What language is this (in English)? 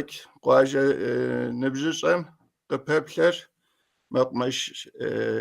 Kabardian